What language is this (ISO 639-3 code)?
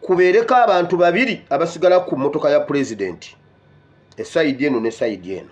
lug